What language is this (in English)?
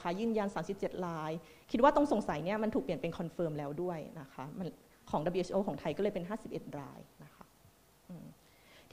Thai